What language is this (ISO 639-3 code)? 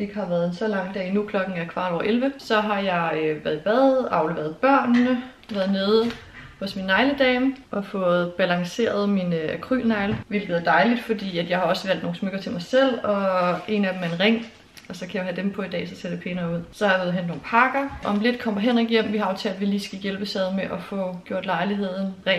dan